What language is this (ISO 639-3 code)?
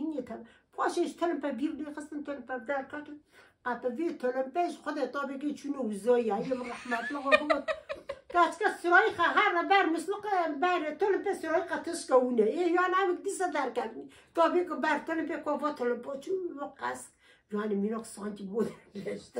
kur